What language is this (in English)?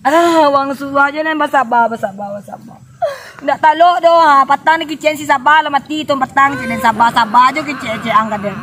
Minangkabau